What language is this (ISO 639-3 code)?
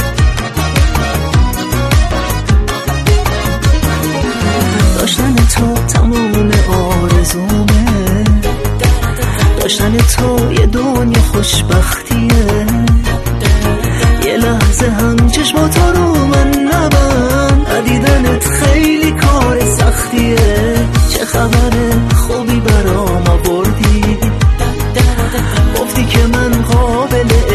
fas